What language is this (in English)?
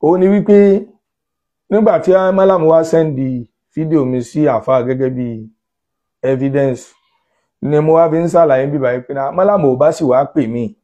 Yoruba